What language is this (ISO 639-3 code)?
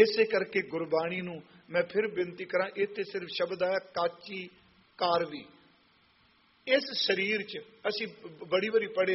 pan